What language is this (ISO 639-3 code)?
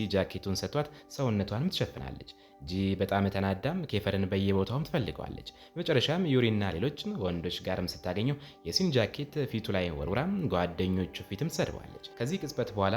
amh